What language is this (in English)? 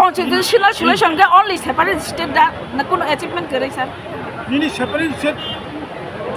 Kok Borok